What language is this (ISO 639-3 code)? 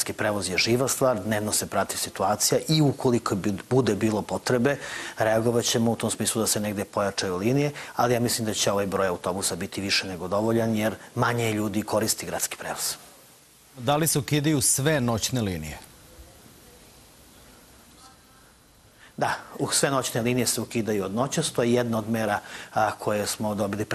srp